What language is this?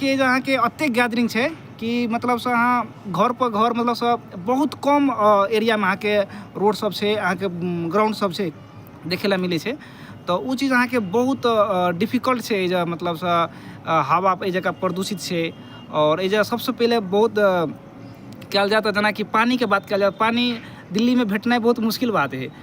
Maithili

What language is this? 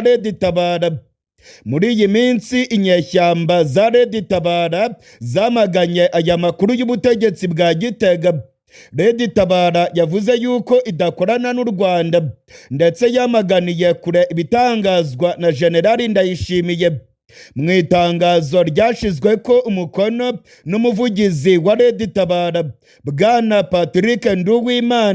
Rundi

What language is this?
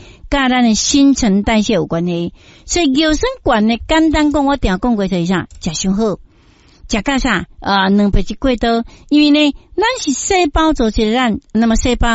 Min Nan Chinese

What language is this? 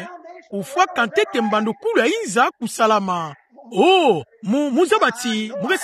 Kituba (Democratic Republic of Congo)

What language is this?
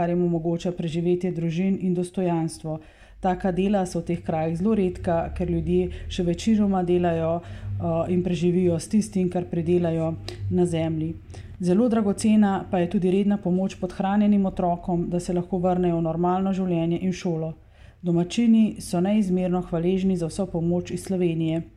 Slovenian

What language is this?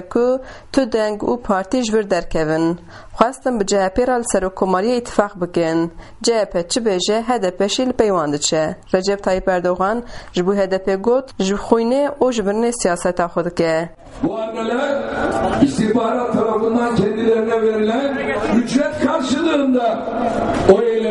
Kurdish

